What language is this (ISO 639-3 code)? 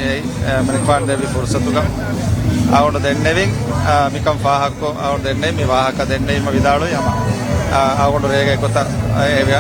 div